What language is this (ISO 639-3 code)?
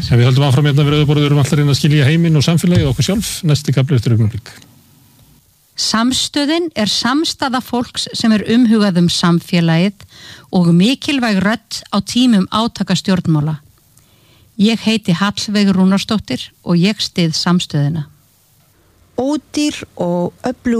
isl